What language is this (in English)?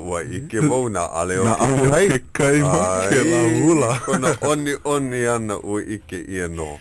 Hawaiian